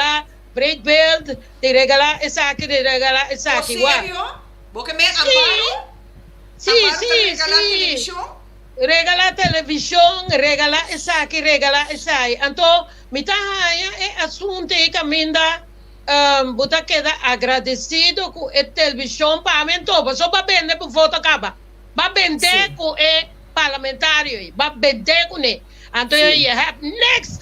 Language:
Papiamento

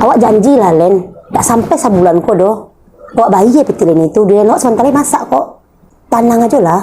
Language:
Minangkabau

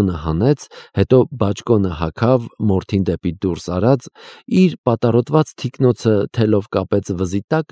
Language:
Armenian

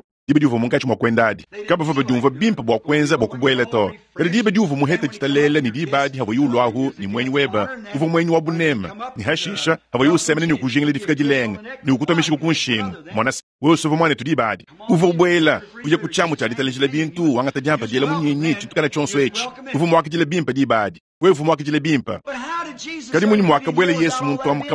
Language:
Luba-Lulua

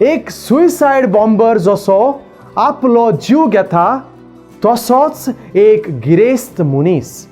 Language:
Konkani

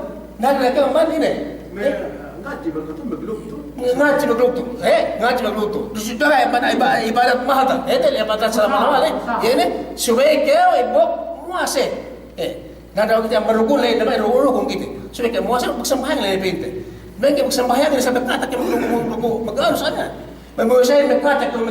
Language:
Yakan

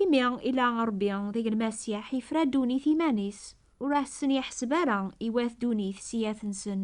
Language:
Kabyle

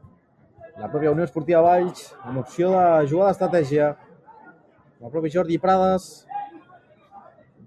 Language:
Catalan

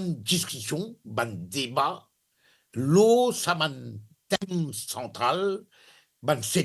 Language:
Morisyen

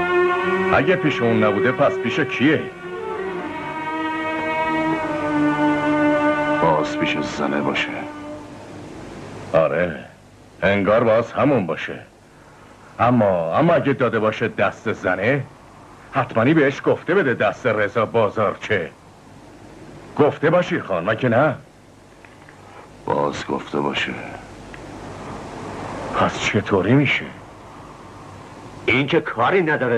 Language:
Persian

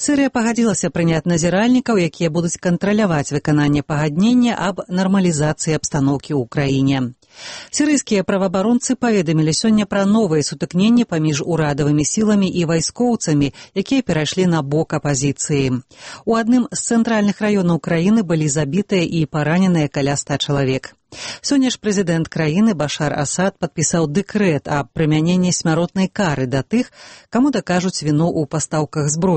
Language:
Belarusian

